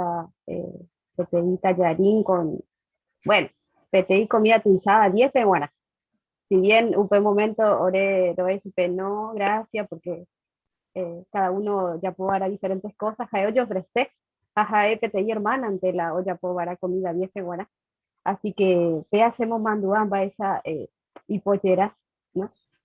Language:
Guarani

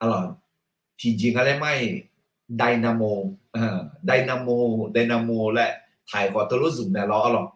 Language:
Akha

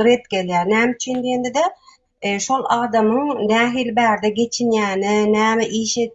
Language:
Turkmen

